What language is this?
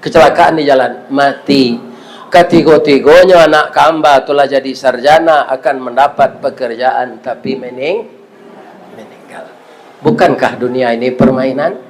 Minangkabau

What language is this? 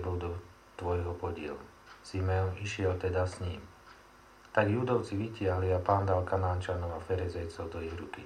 Slovak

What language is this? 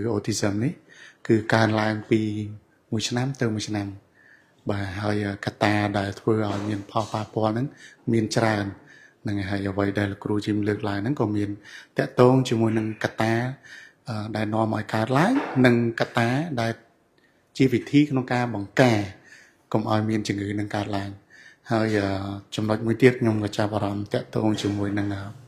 Khmer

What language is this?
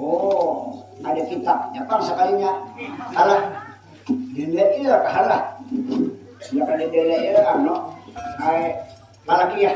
Banjar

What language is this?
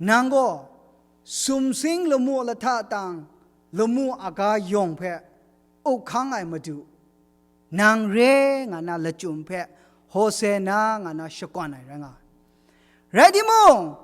Kachin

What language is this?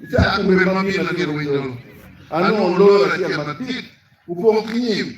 Acoli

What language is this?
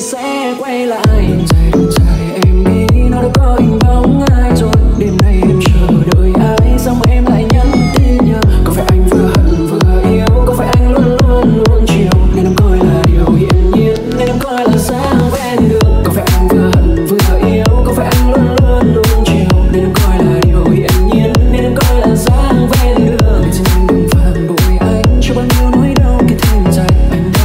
Vietnamese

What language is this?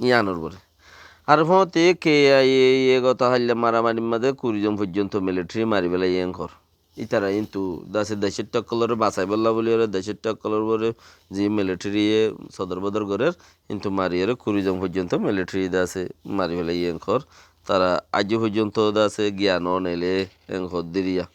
Rohingya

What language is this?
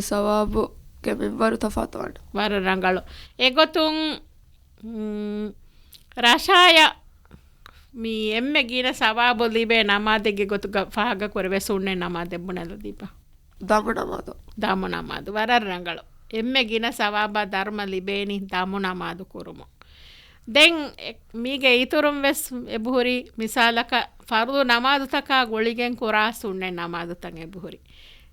Divehi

